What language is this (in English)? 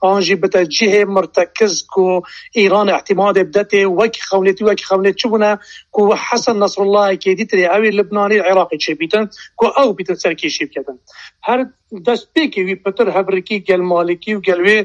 Kurdish